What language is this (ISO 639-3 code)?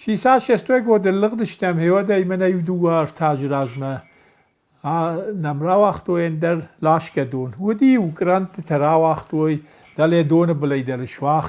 oss